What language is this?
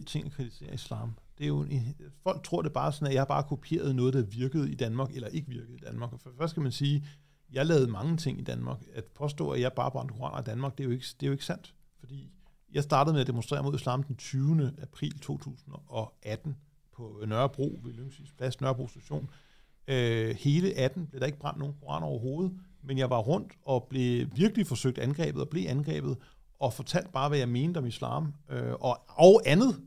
Danish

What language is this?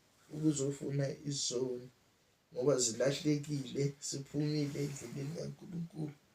Zulu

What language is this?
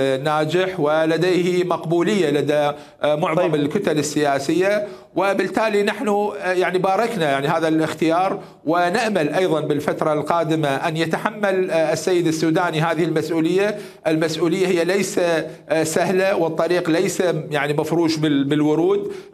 Mesopotamian Arabic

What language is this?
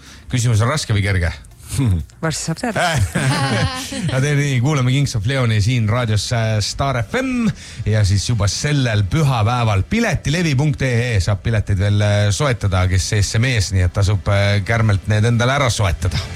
Estonian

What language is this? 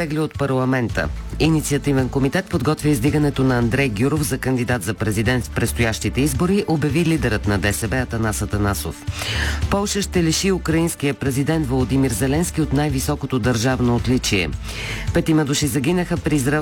Bulgarian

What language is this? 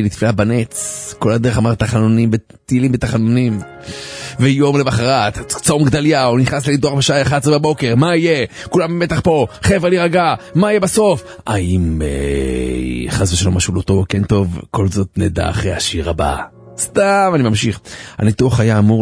Hebrew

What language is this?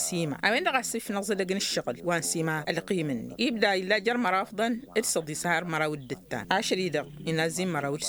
Tamasheq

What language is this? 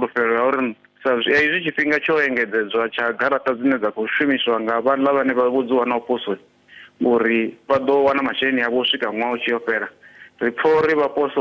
Venda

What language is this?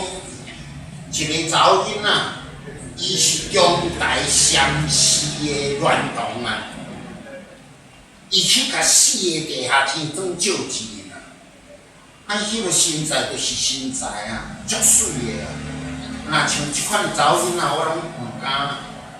Min Nan Chinese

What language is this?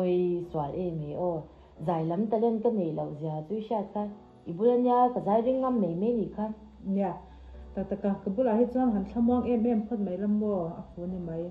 Mizo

